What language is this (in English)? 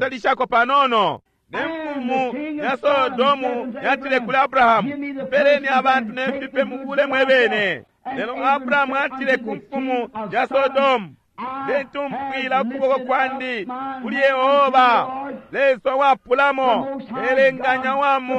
Bemba